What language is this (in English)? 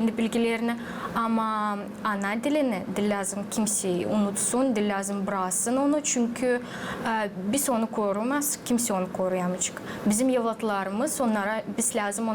Gagauz